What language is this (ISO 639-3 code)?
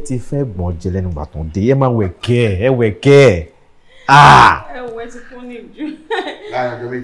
yor